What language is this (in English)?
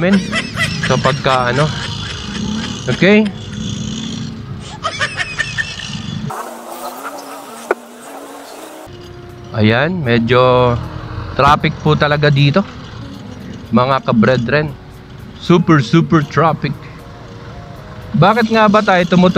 Filipino